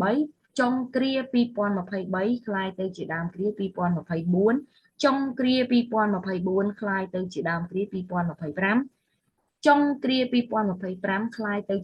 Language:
Khmer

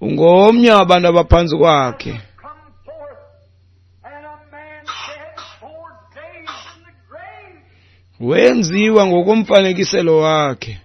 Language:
Xhosa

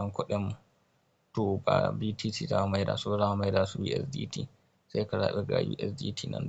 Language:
Hausa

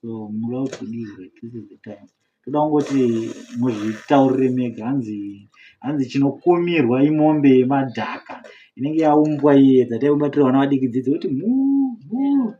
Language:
Shona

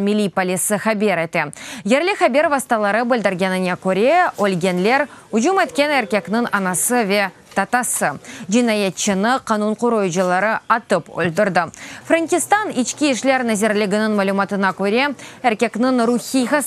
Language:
Crimean Tatar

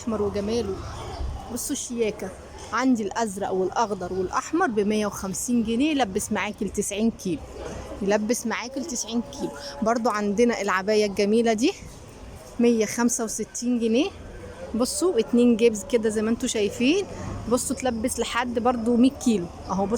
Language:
Egyptian Arabic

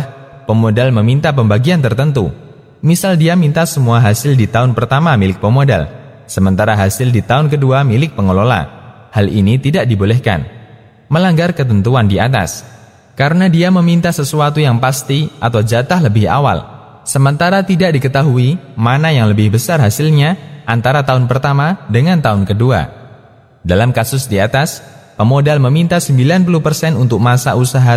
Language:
Indonesian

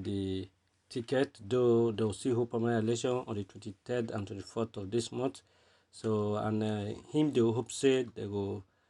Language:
Nigerian Pidgin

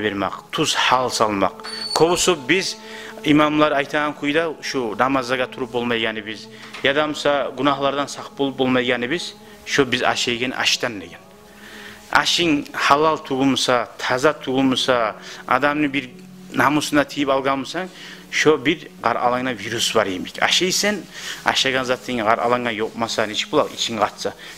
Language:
Kumyk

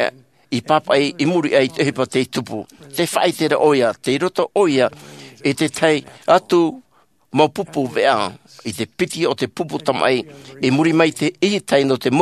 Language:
Tahitian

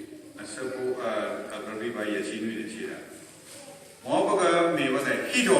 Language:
S'gaw Karen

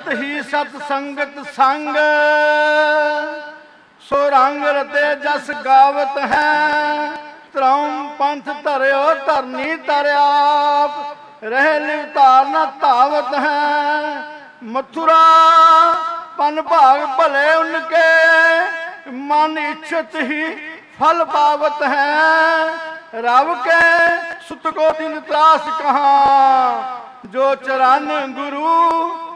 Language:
Punjabi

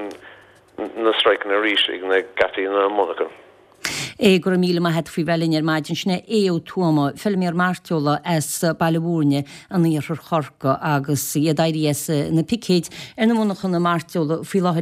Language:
Irish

